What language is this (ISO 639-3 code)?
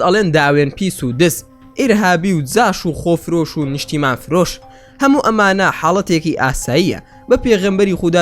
ckb